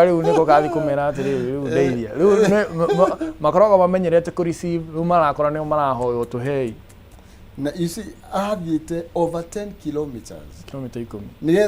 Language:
Kikuyu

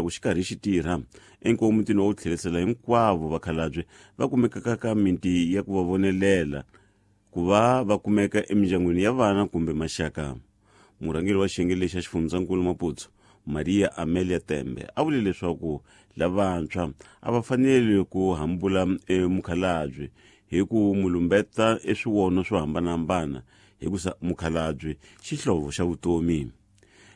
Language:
Tsonga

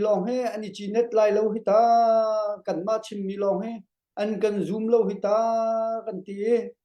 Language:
Hakha Chin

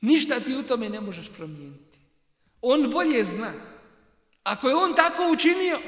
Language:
Bosnian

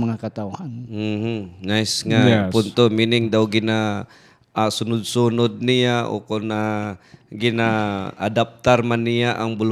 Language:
Hiligaynon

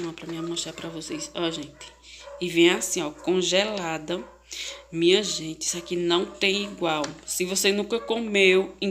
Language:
Portuguese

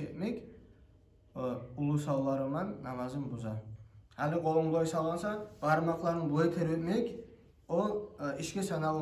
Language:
Kumyk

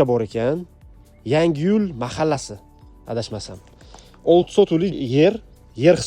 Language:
Uzbek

